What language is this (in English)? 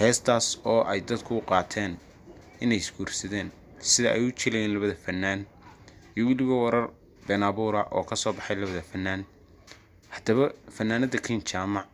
Somali